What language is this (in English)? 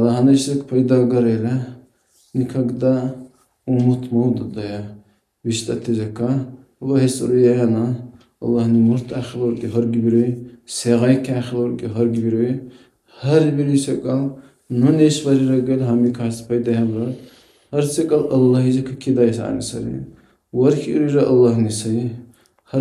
Dargwa